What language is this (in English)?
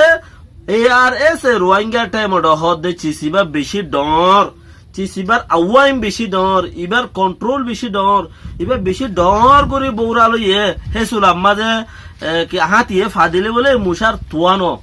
Rohingya